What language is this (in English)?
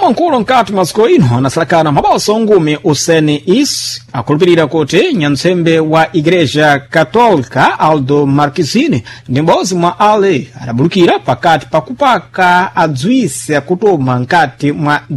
Sena